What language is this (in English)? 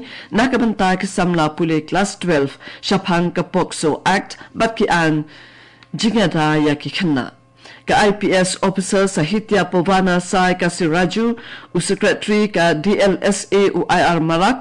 Khasi